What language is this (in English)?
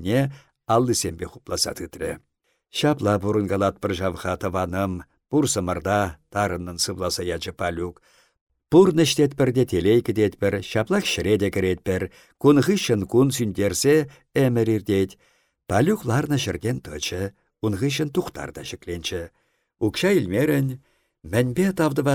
Chuvash